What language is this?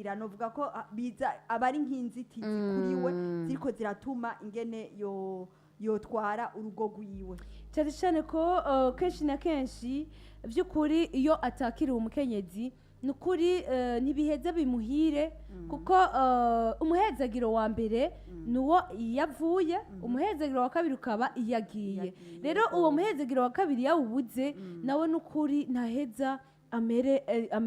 Rundi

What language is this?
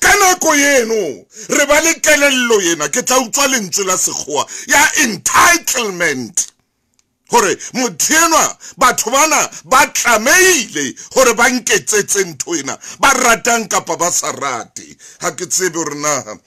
Southern Sotho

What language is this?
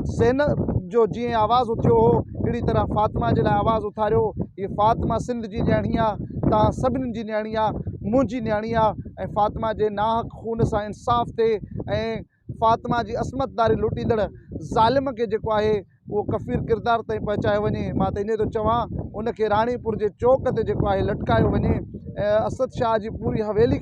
Sindhi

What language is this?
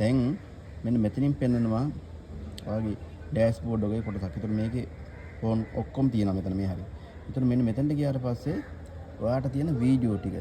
Sinhala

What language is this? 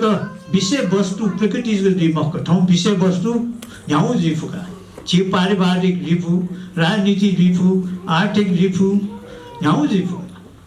Newari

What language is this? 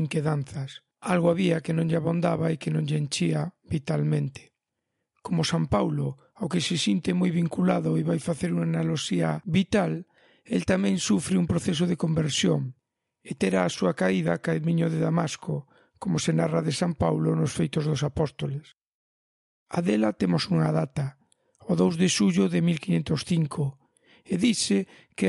Galician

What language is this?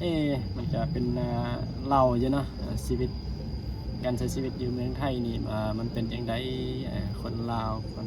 Northeastern Thai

